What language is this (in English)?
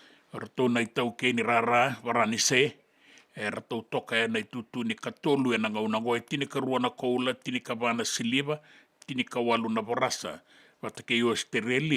Fijian